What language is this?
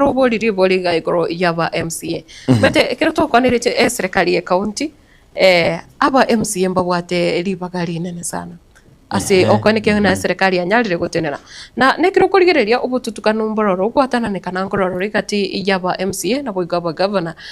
Gusii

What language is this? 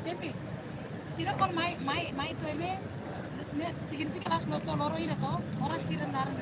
Tetum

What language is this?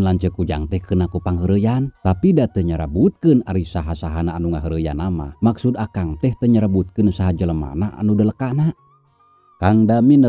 Sundanese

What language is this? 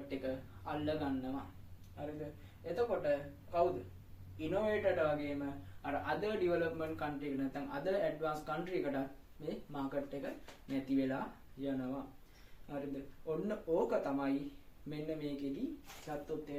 Sinhala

